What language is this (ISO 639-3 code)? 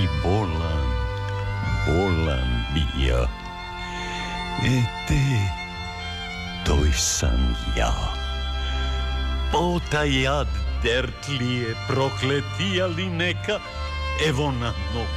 srp